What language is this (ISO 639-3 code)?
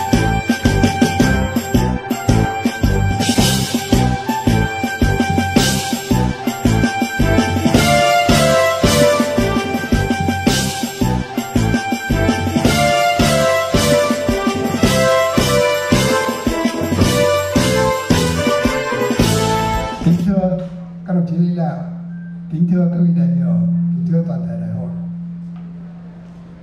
vie